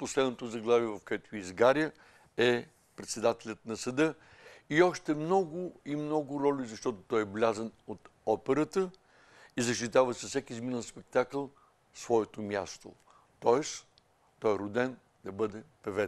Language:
Bulgarian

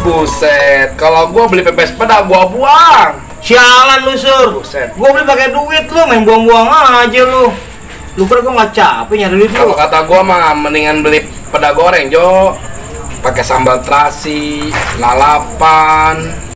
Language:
Betawi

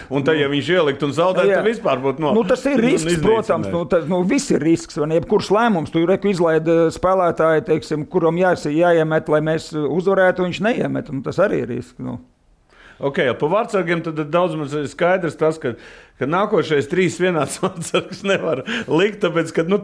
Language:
Latvian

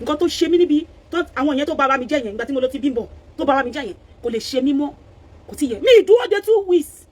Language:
Yoruba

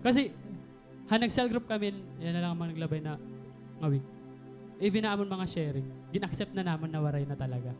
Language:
Waray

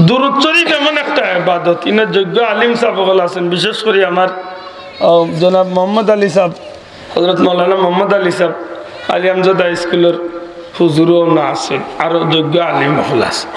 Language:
Sylheti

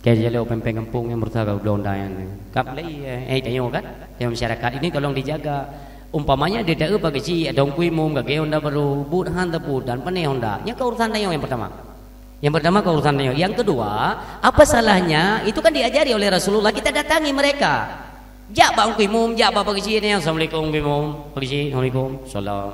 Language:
Achinese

